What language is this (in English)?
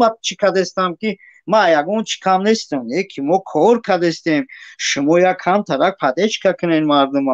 Tajik